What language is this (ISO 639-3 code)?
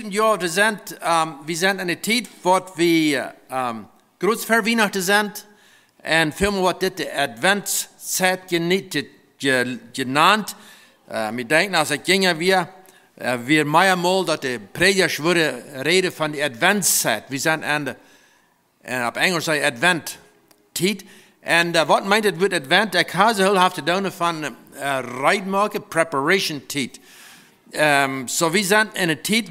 pdt